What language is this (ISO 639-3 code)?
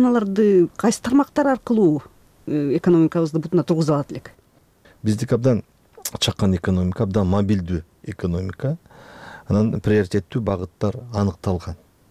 kir